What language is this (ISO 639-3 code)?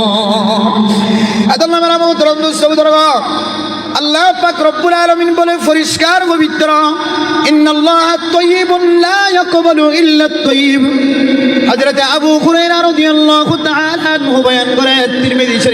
rhg